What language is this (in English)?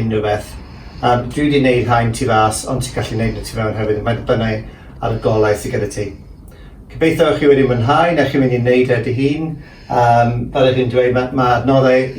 Welsh